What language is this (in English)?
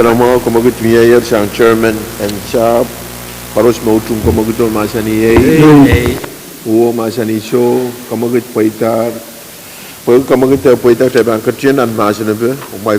Pohnpeian